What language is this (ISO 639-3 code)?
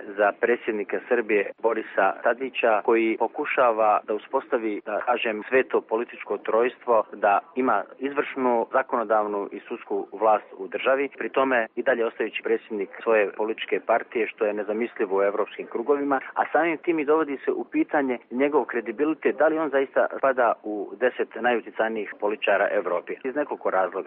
srp